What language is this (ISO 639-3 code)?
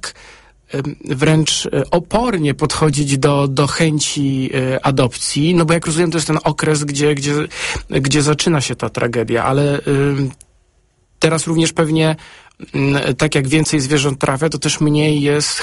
pol